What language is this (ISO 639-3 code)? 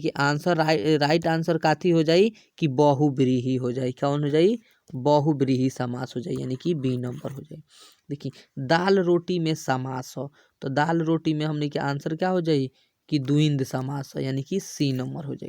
bho